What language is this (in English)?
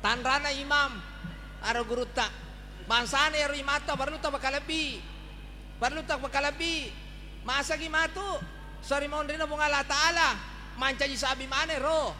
Buginese